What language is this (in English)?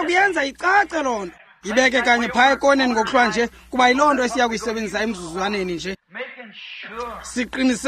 Xhosa